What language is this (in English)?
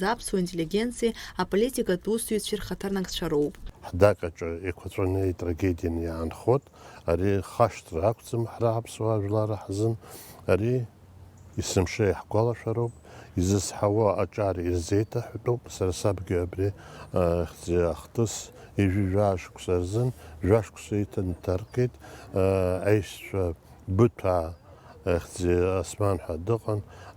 Abkhazian